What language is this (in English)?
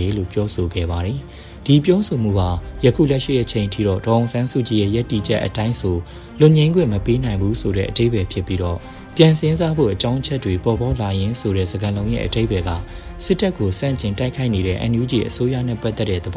Burmese